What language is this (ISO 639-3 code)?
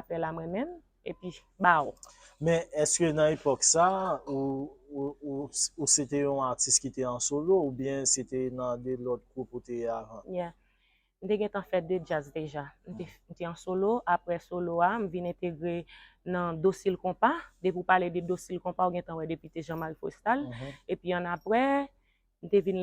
hat